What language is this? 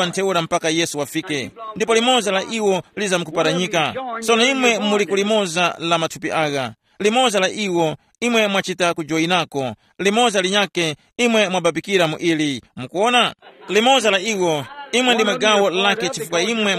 Tumbuka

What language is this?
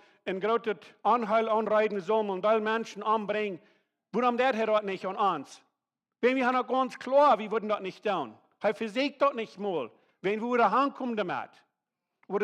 Plautdietsch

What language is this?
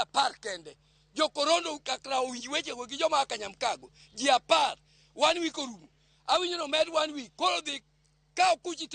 Luo (Kenya and Tanzania)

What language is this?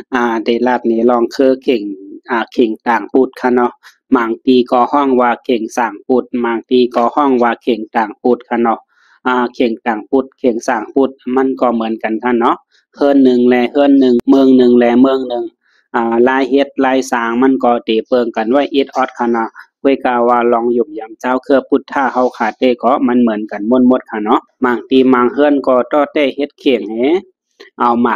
Shan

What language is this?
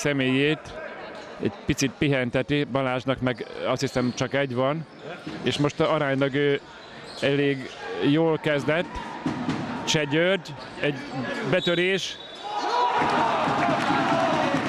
Hungarian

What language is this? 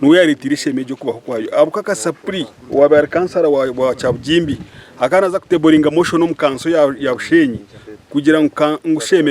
Nyankole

